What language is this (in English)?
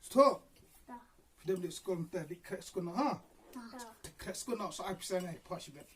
Khasi